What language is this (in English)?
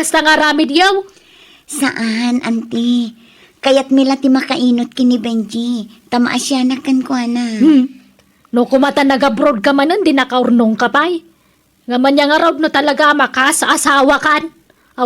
Iloko